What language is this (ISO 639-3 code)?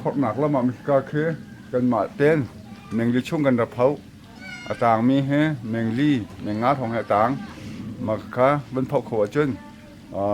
cnh